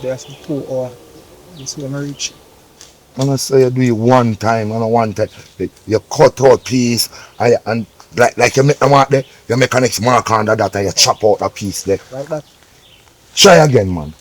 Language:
Jamaican Creole English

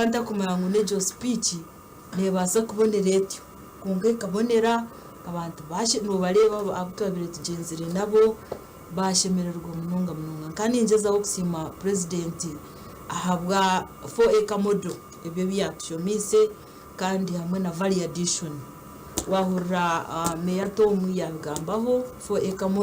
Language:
Nyankole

